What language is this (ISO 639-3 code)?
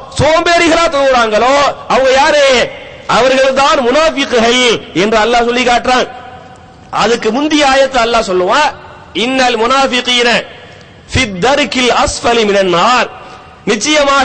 tam